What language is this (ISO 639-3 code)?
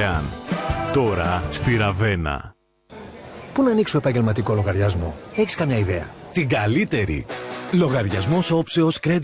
ell